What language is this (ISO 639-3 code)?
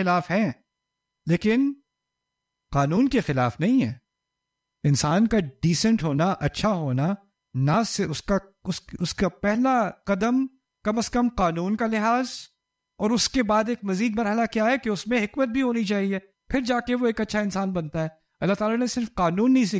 urd